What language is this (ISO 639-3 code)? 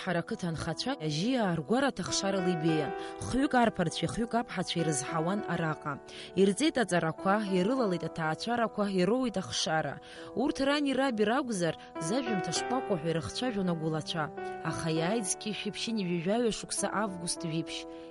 abk